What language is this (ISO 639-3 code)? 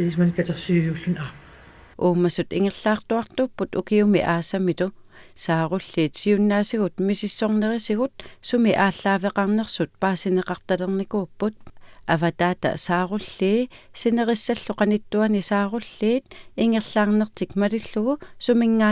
kal